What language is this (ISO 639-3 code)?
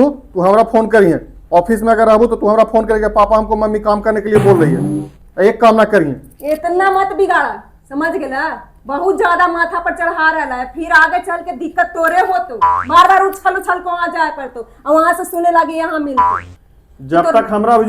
mag